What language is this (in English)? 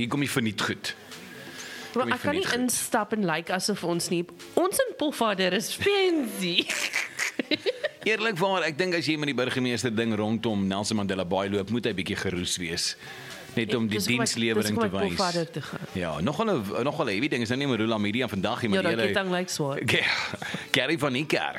Afrikaans